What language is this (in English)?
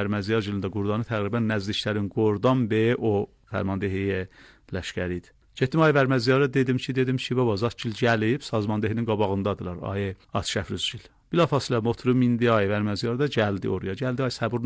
Azerbaijani